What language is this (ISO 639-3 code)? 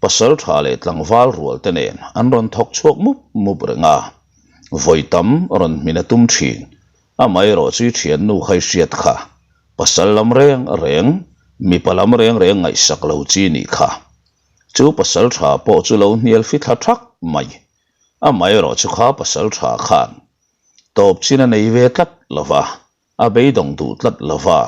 lus